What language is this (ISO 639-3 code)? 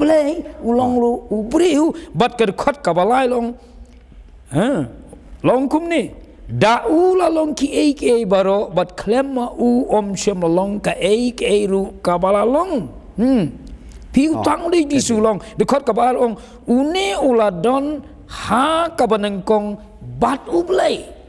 kha